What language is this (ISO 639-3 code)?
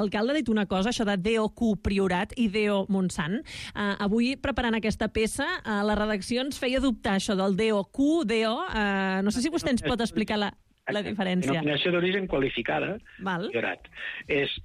cat